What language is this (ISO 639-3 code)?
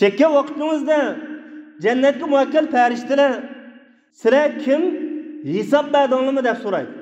uig